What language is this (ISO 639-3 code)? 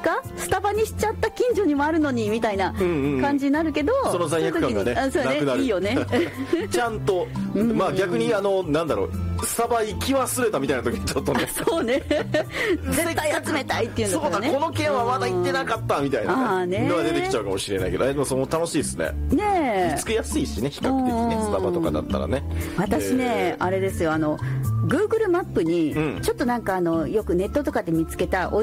jpn